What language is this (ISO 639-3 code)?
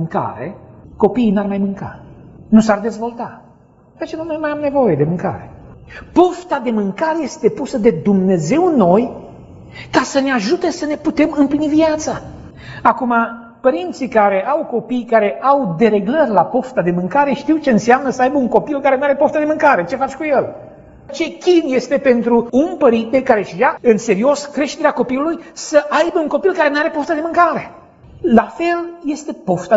ron